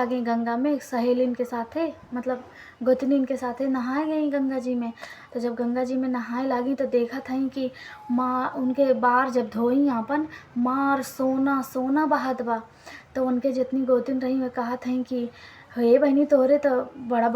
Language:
Awadhi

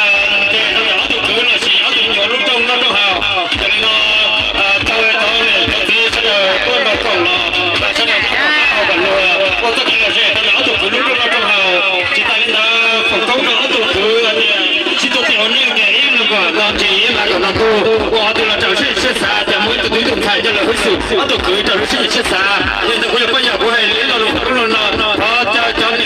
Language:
Hmong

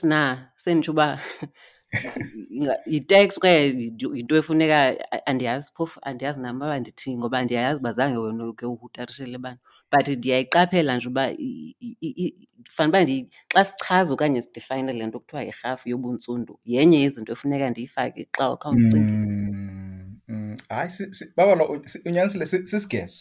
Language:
Xhosa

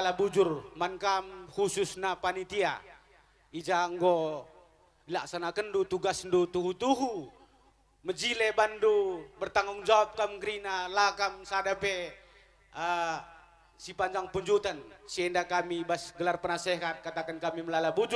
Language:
Batak Karo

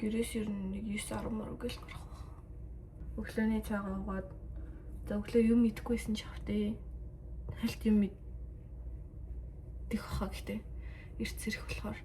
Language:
Mongolian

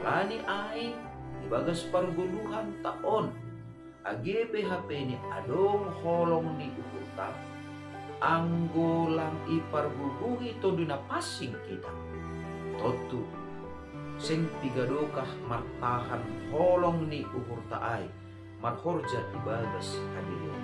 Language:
Batak Simalungun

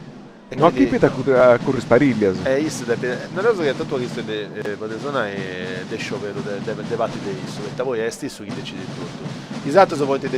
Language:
Sardinian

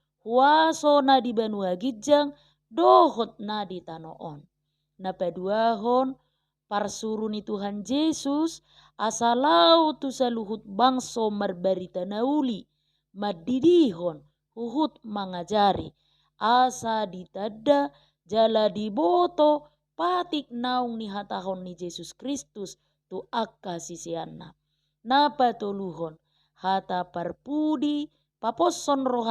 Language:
Batak Toba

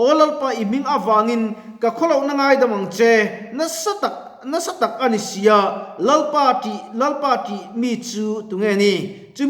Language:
Mizo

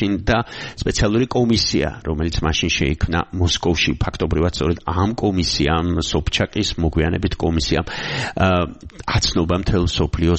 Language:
Georgian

